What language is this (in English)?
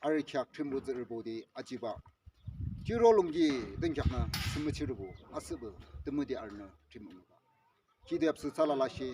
Yimchungru Naga